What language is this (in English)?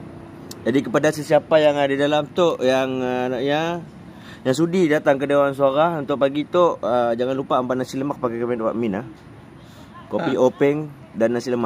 Malay